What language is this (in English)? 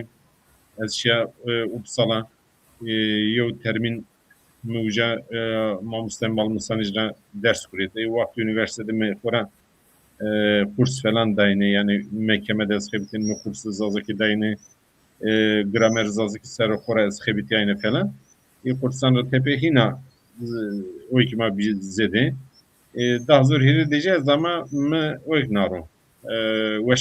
Zaza